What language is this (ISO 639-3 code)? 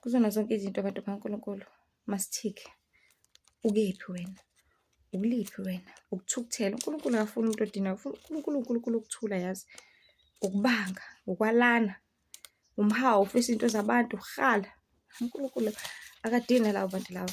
zul